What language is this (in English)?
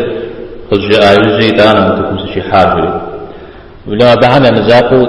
Kabardian